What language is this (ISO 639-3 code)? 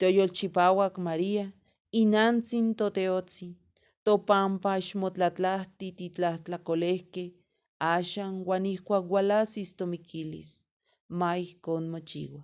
nhe